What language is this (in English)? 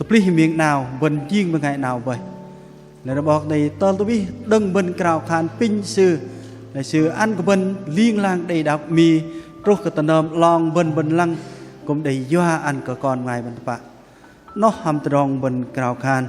Bahnar